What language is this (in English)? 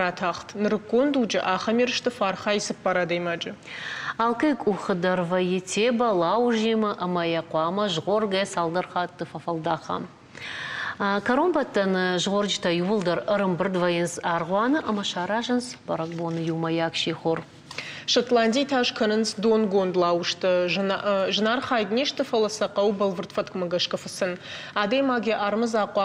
Ossetic